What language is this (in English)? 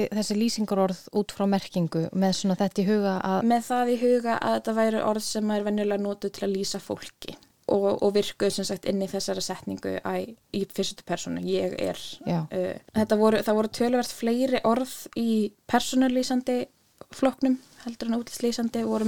Icelandic